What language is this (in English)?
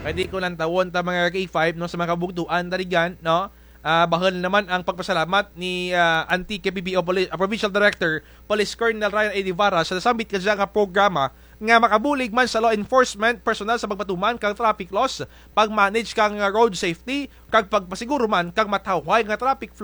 Kinaray-a